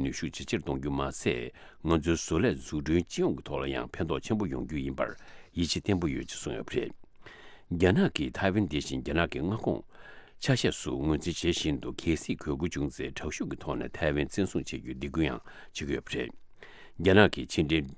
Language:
Tibetan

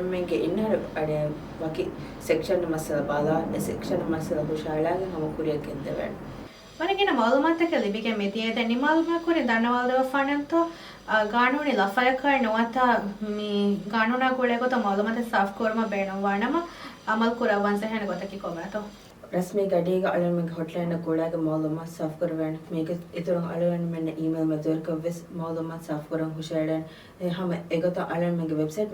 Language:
Divehi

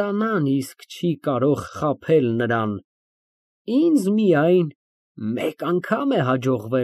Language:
Armenian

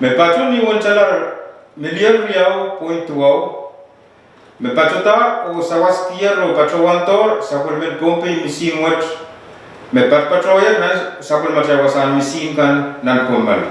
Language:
Pohnpeian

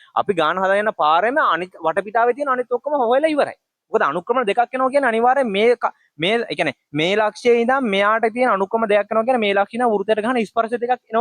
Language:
Sinhala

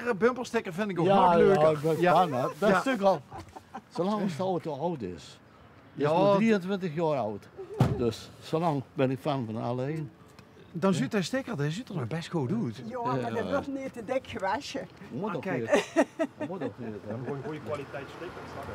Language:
Limburgish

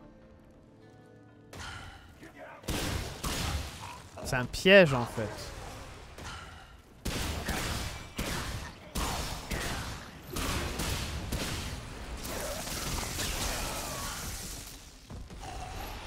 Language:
French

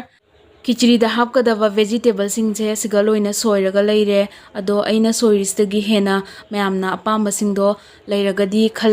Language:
Manipuri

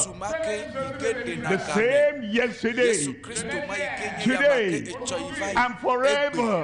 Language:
Ewe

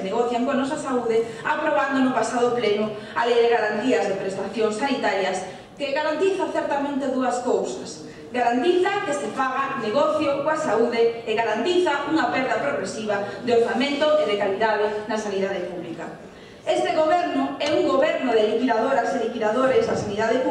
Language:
Galician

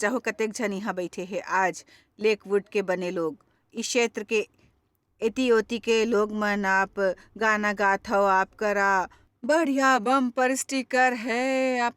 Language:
Chhattisgarhi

